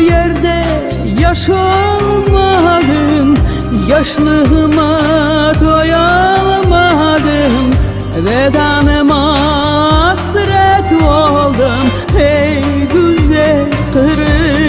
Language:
Crimean Tatar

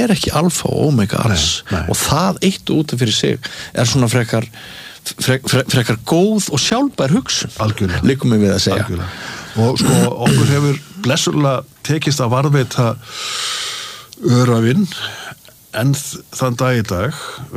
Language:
Icelandic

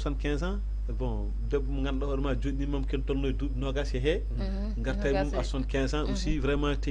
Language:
Fula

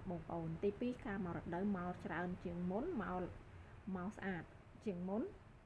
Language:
Khmer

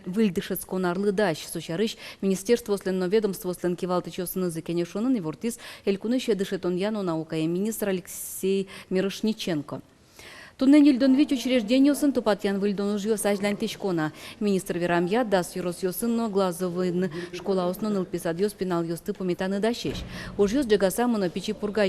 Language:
Udmurt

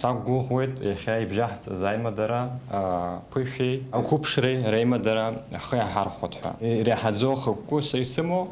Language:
Abkhazian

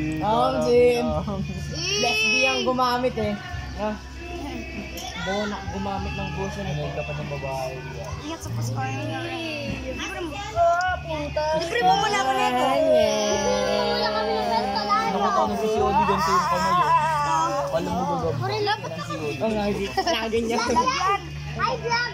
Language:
Filipino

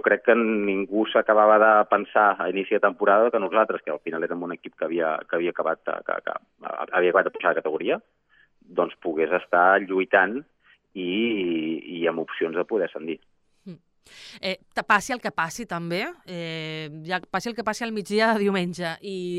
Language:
Catalan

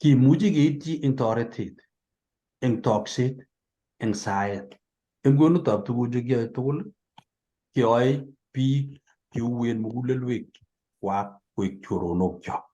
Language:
Kalenjin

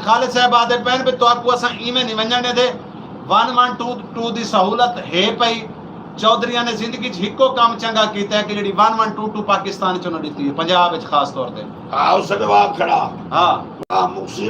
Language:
Saraiki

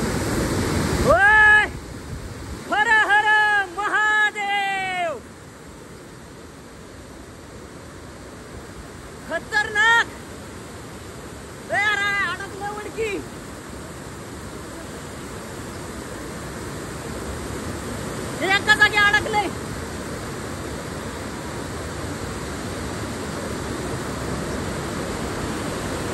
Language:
Marathi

